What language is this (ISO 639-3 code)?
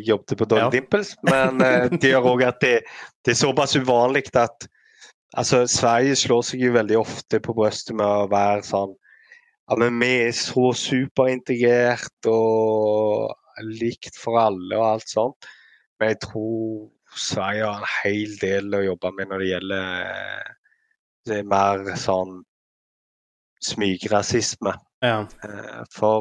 nor